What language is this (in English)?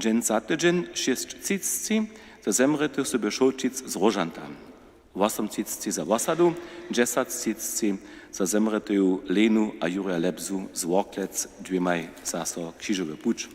Upper Sorbian